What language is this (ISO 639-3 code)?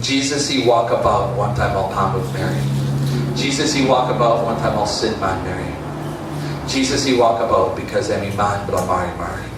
tpi